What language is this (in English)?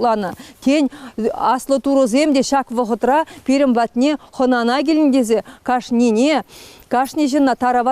Chuvash